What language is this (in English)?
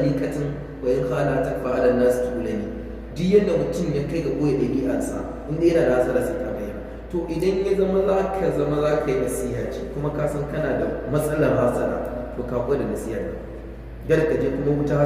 Hausa